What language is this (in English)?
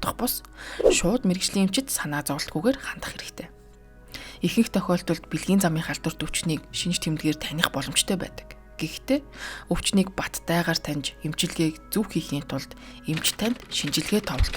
Mongolian